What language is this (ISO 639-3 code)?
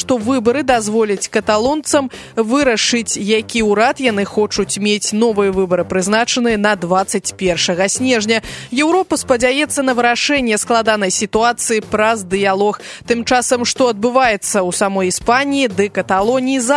bel